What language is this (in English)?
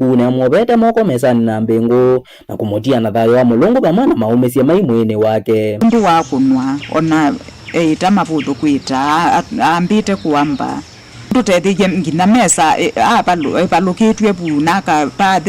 Kamba